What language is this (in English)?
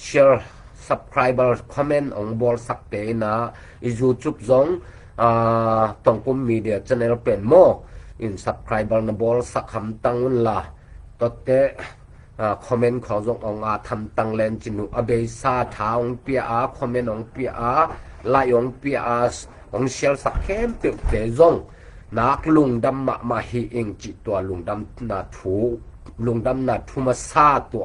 Tedim Chin